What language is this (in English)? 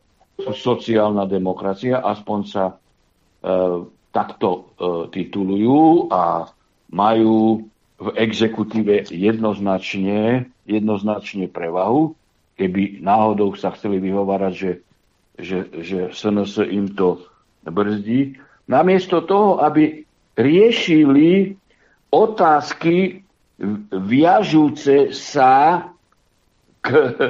Slovak